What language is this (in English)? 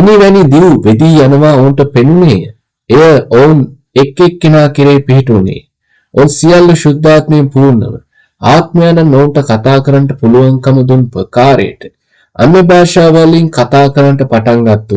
Sinhala